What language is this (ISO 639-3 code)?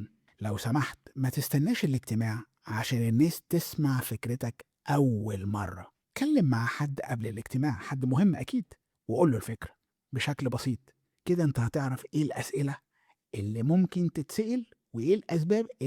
arz